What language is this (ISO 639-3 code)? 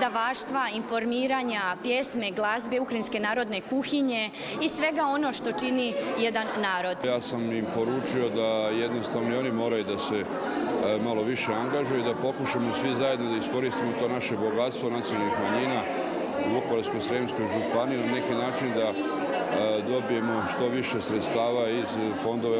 hrv